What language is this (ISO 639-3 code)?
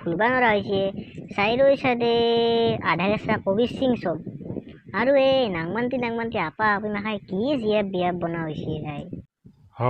asm